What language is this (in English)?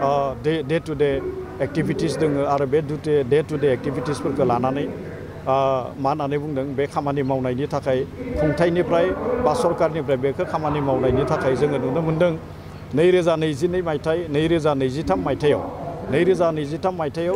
Bodo